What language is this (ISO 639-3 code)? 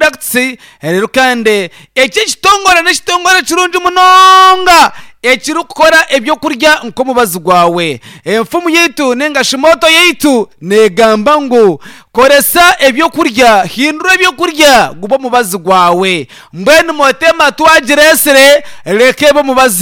nyn